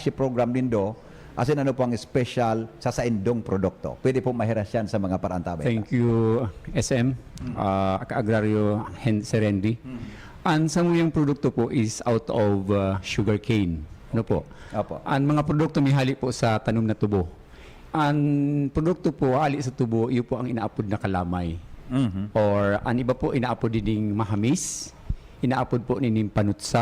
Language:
Bikol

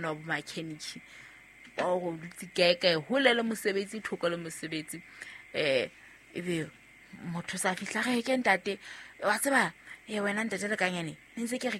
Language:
Southern Sotho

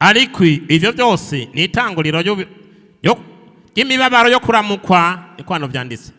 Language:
Rundi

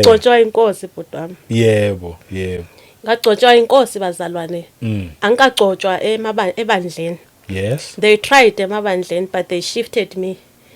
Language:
Zulu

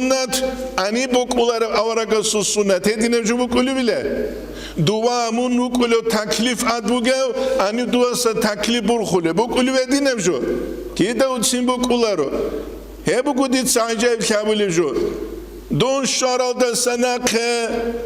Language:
Avaric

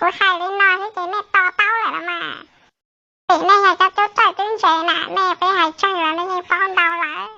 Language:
Hmong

